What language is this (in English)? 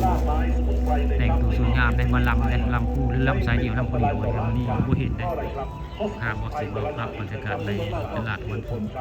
Northeastern Thai